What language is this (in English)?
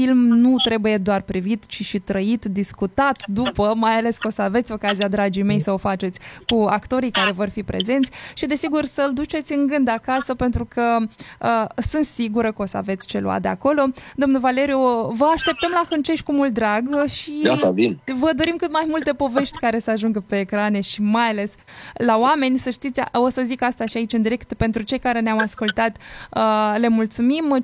Romanian